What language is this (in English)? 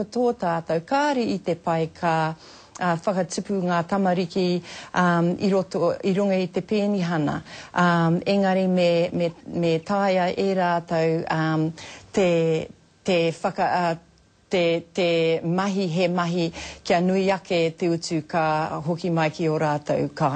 Māori